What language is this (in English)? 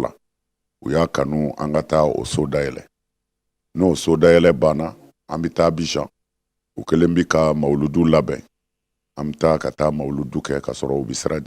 Bambara